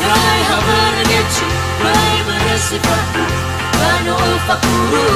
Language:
Nias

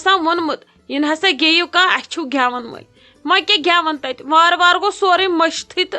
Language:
Kashmiri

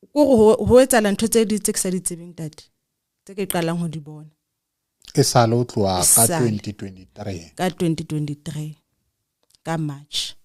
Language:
Southern Sotho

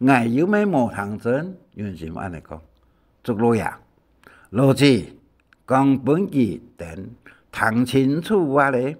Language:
Hakka Chinese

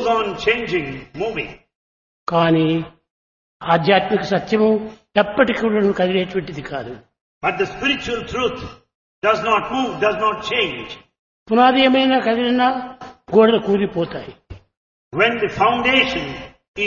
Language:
Telugu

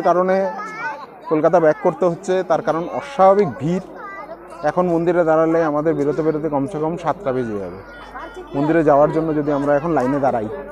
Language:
Bangla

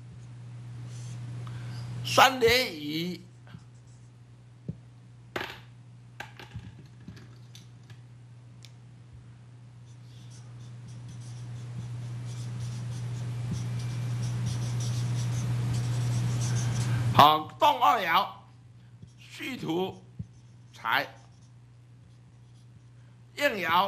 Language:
Chinese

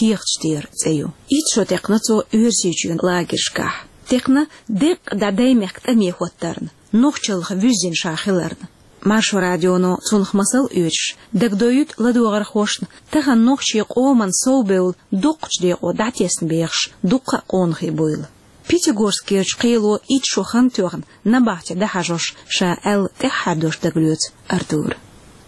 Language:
Chechen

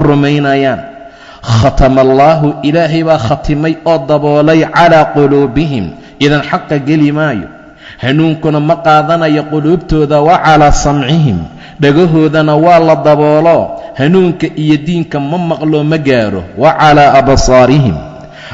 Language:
Somali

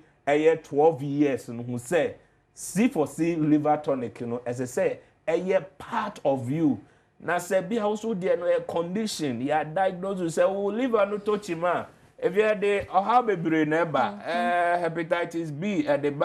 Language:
Akan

